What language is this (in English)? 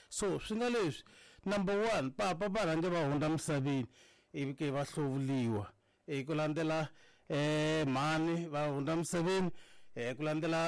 Tsonga